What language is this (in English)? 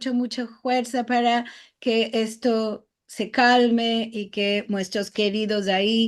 Ladino